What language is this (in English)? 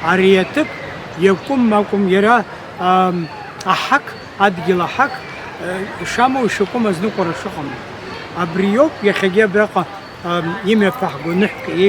Abkhazian